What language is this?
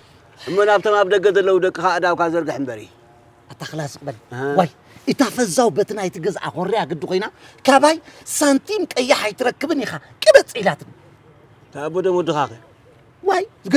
Tigrinya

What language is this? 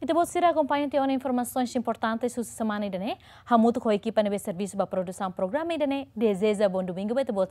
Tetum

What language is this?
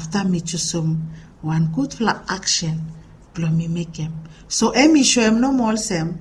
Bislama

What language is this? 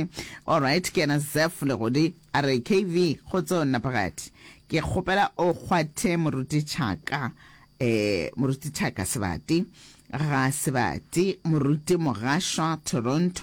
Northern Sotho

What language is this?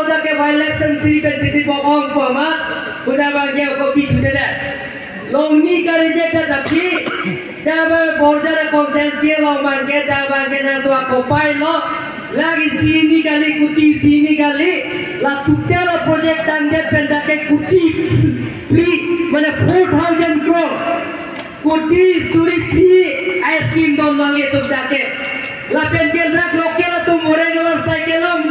Karbi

